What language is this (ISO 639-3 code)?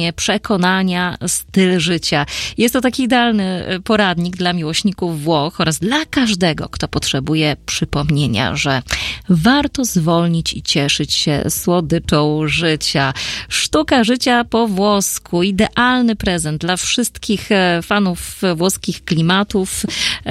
pol